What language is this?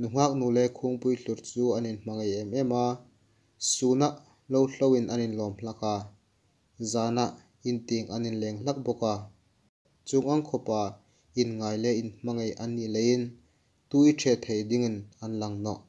Hmar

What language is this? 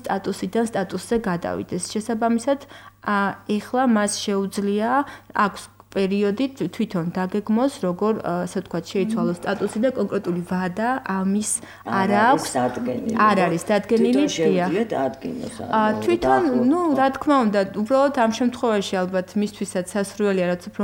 Georgian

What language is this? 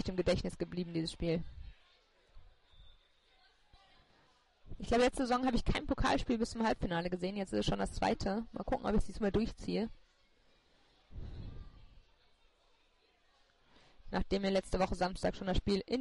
German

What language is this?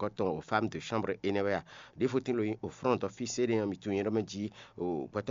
Fon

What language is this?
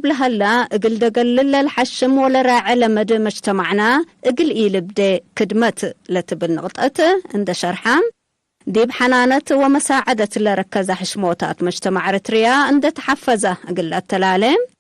Tigre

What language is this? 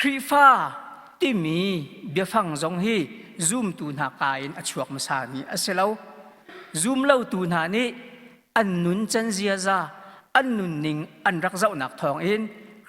Hakha Chin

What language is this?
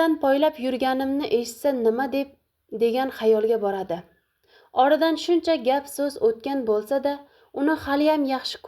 Uzbek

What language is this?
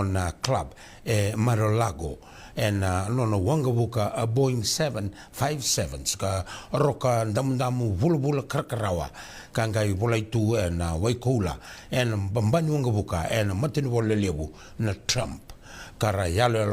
Fijian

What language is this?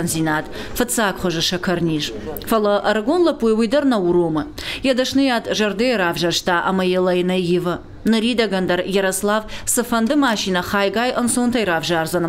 Ossetic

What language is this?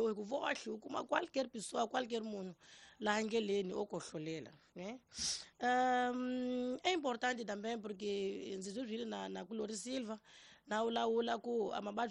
Tsonga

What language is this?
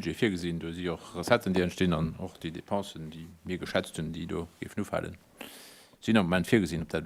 Luxembourgish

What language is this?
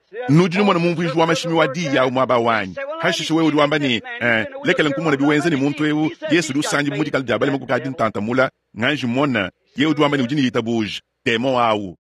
Luba-Lulua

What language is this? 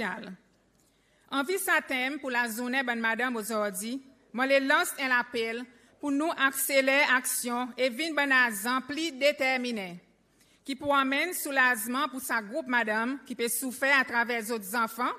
Seselwa Creole French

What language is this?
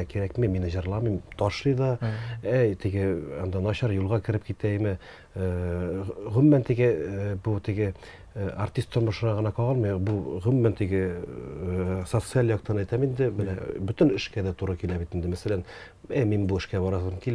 Tatar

